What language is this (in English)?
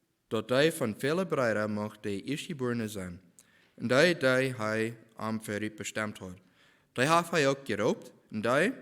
Plautdietsch